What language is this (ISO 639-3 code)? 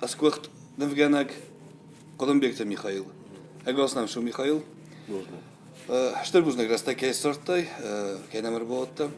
oss